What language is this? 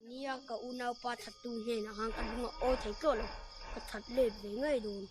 Mizo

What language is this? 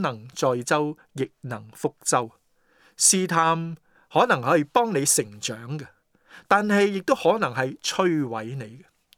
Cantonese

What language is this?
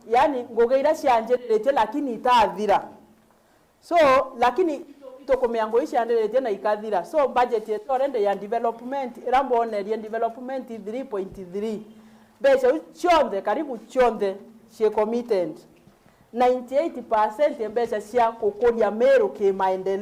Meru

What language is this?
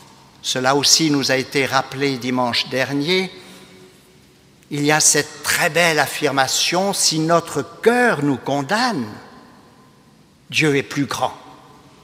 French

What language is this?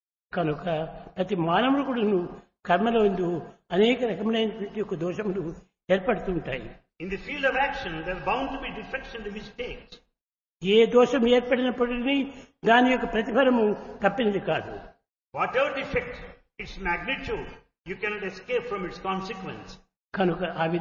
Telugu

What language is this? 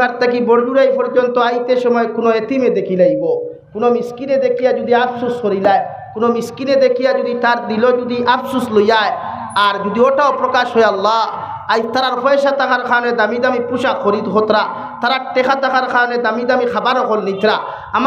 Sylheti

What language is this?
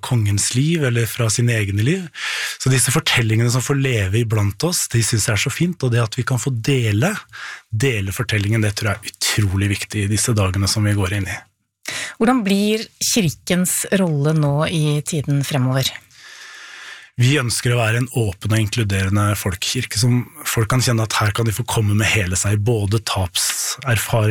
Norwegian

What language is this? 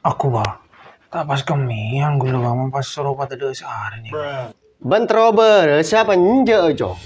Madurese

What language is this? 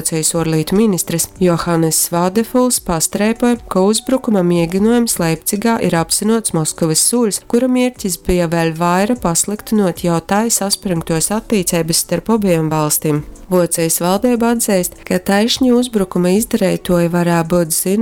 Latgalian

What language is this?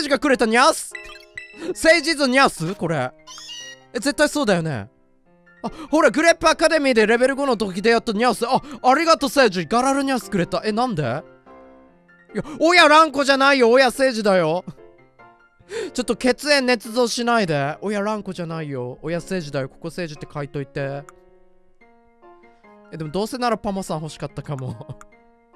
Japanese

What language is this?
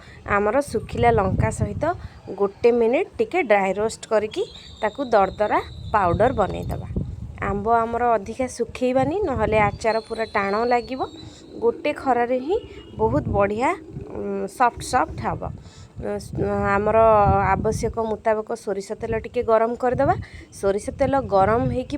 Odia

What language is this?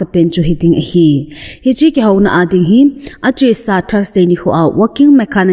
Thado Chin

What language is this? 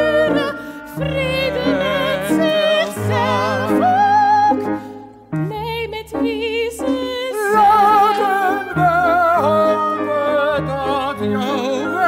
Dutch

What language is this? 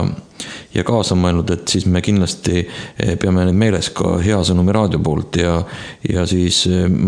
Estonian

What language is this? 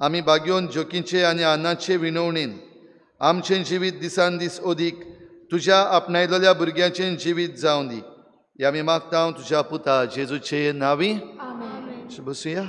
Konkani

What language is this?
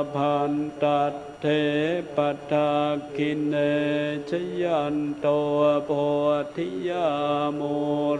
Pali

